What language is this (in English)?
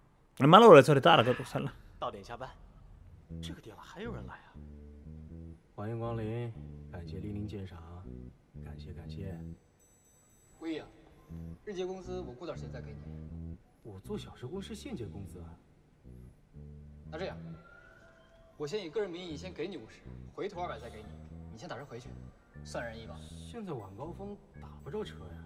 Finnish